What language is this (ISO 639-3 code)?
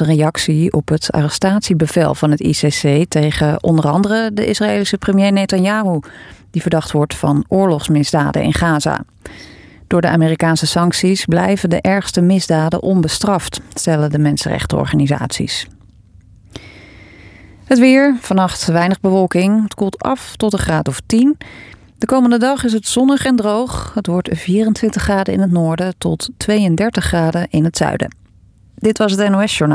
nld